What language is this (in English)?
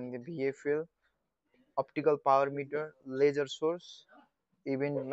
Nepali